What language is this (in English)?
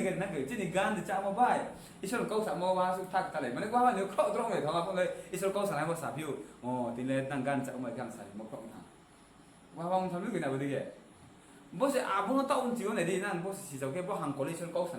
Riang (India)